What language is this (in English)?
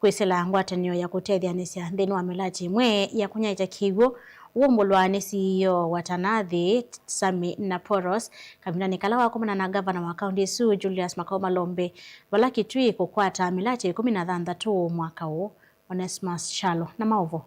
Kamba